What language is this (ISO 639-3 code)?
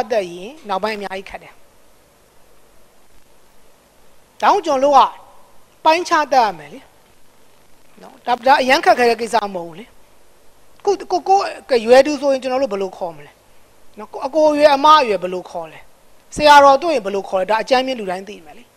mya